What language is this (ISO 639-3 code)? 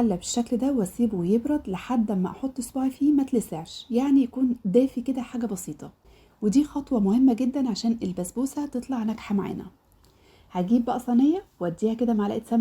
arz